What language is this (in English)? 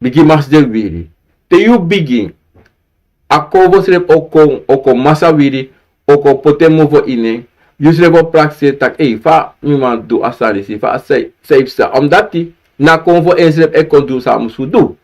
Sranan Tongo